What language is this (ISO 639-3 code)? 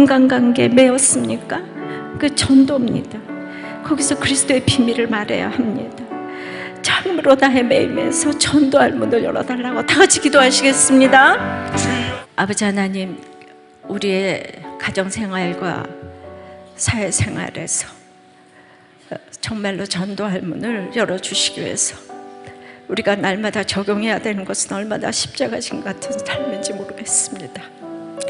kor